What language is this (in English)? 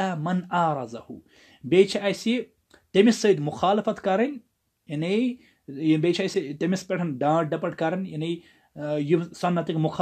Kashmiri